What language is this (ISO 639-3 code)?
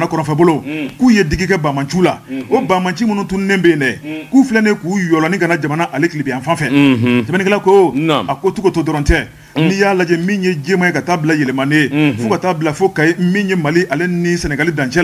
bam